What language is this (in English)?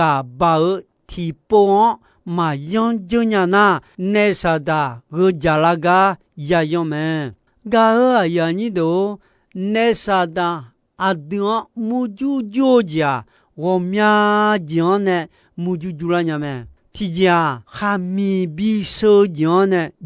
Akha